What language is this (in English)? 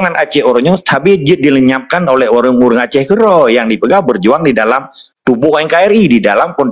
Achinese